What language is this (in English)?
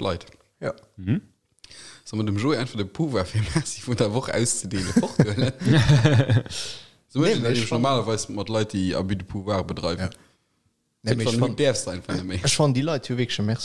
Luxembourgish